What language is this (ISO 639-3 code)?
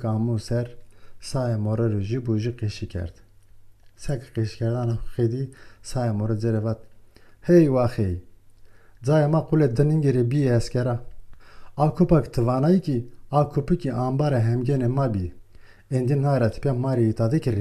zza